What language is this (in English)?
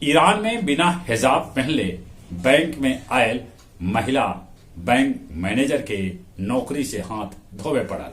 Magahi